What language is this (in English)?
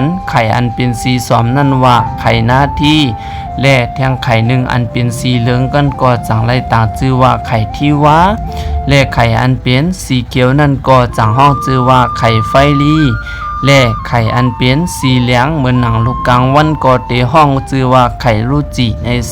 Shan